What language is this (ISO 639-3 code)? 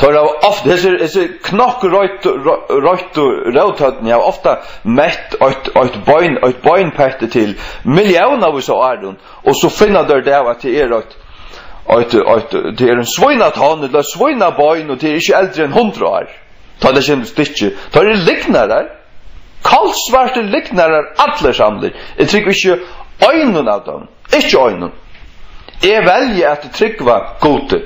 fao